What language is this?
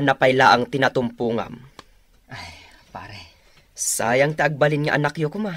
Iloko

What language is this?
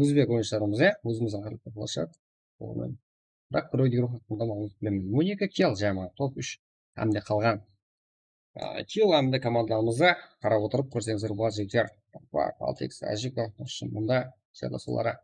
Kara-Kalpak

